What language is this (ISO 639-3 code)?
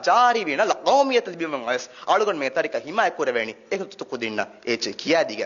div